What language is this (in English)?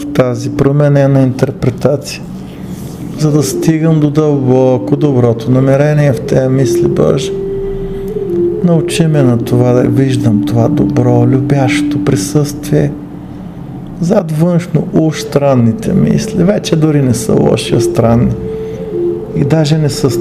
Bulgarian